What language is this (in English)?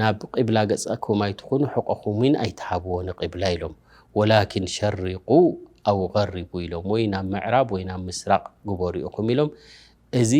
Tigrinya